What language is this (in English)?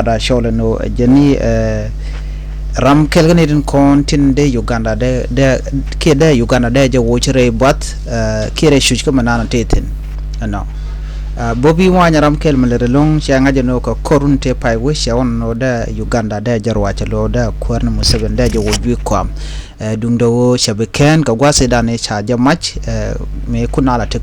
Nuer